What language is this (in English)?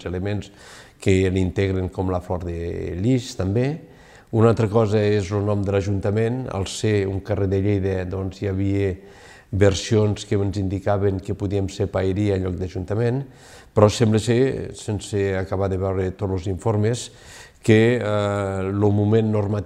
Catalan